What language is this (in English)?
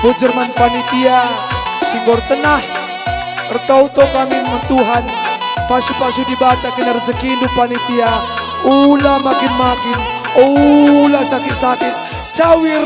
Batak Karo